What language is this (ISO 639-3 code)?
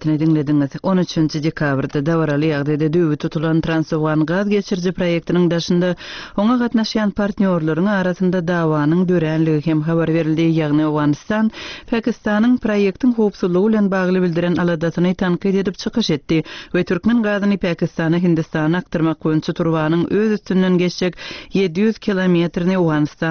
tuk